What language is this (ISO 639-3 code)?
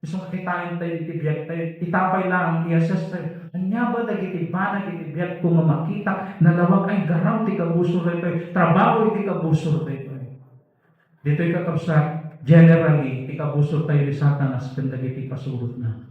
ilo